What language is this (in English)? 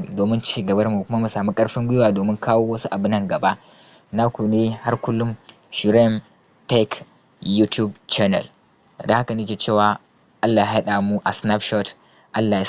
Hausa